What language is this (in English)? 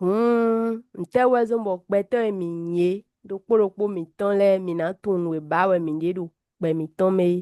Fon